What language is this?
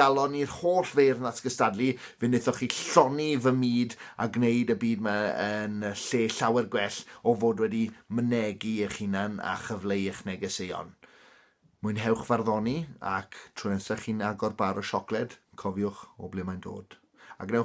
Welsh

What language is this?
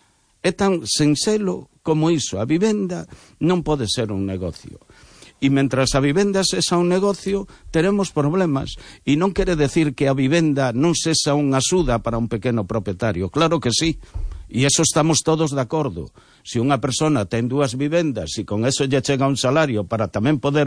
Galician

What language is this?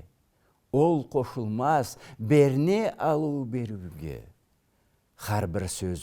Karachay-Balkar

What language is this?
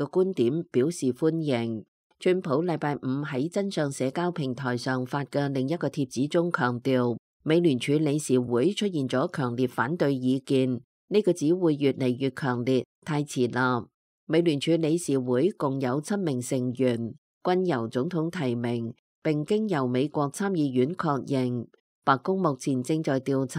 Cantonese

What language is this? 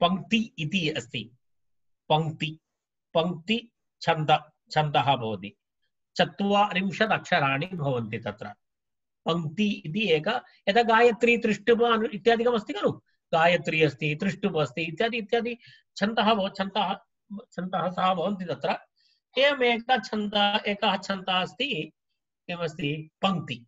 Sanskrit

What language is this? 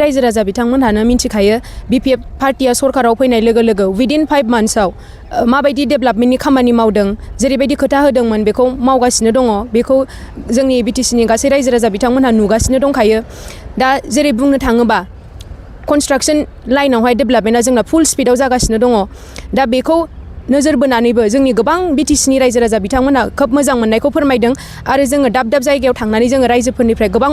Bodo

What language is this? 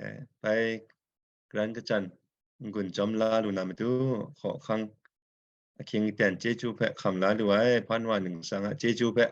Kachin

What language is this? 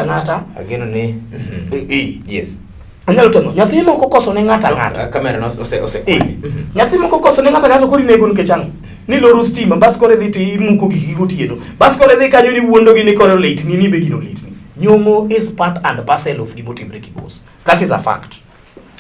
Luo (Kenya and Tanzania)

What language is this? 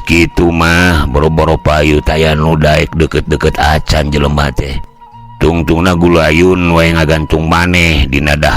Sundanese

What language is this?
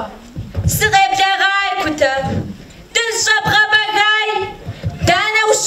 Kabardian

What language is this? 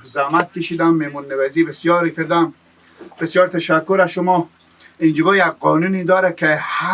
Persian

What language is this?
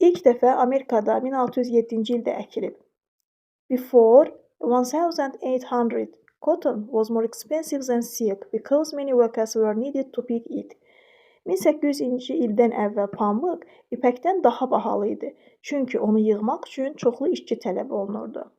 Azerbaijani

